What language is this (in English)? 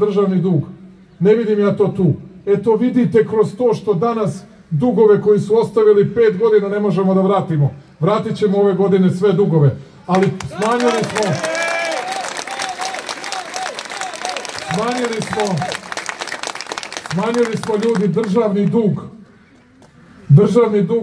Serbian